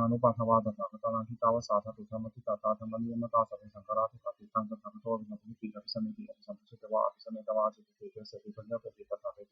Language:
Pali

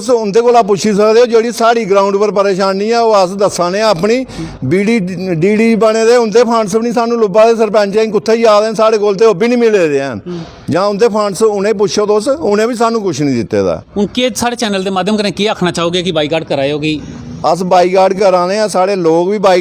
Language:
Dogri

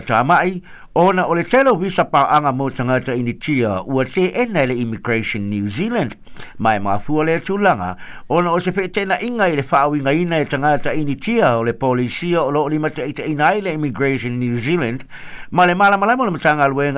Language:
Samoan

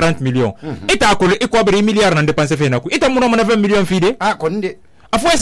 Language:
Susu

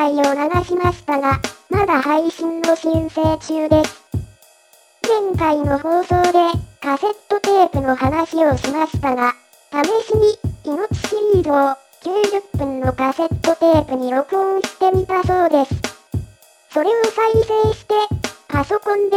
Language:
Japanese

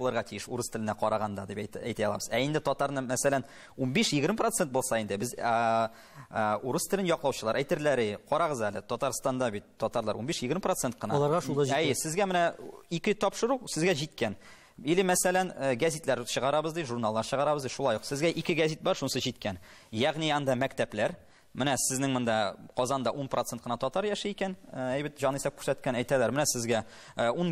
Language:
Tatar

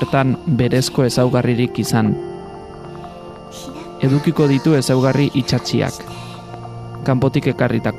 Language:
Basque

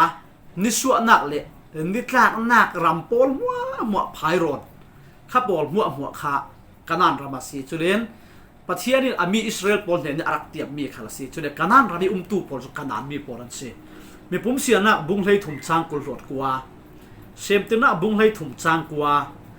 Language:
Falam Chin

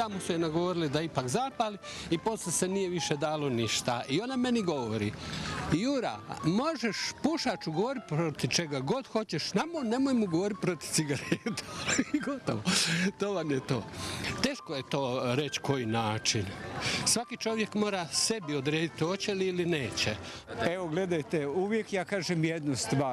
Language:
Croatian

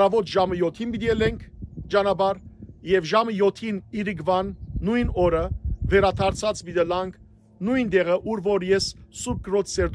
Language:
Western Armenian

